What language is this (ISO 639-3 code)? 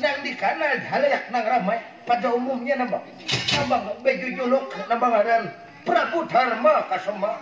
bjn